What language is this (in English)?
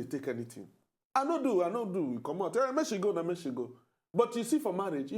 Nigerian Pidgin